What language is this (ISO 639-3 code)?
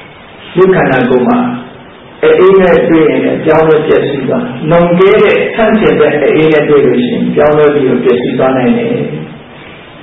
mya